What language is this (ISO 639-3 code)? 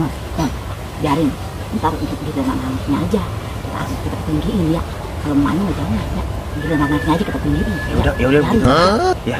bew